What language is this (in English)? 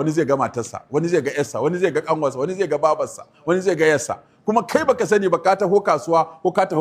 Hausa